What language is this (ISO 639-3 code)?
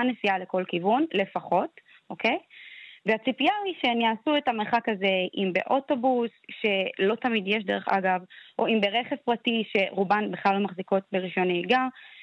heb